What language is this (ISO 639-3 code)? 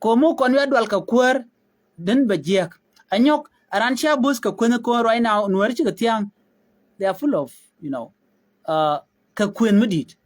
nus